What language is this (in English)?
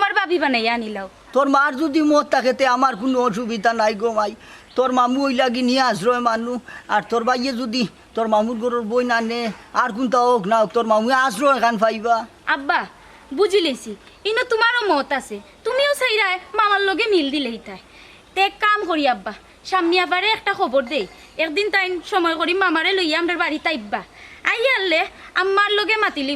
Sylheti